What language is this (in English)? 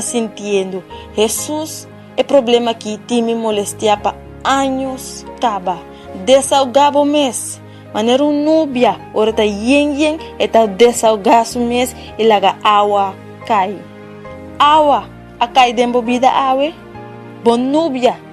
Papiamento